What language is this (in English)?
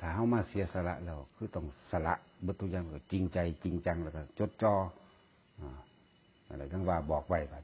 Northeastern Thai